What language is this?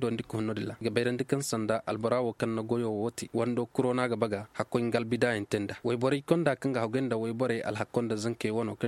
Zarma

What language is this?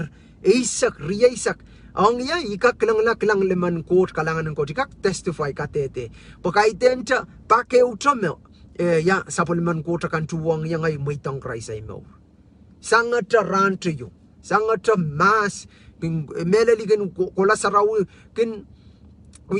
Pohnpeian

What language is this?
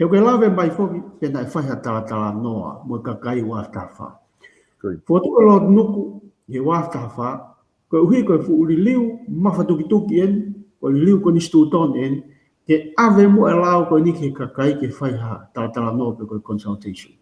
Tongan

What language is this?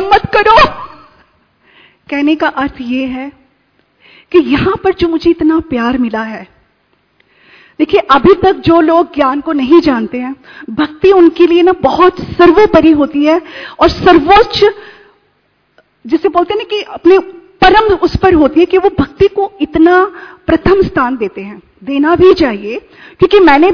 Hindi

